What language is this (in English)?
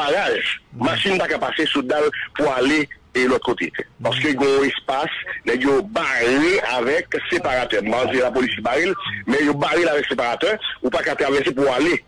Haitian Creole